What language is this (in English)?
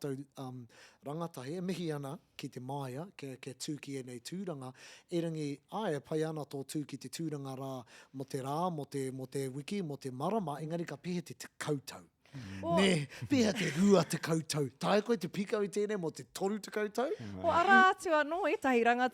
Māori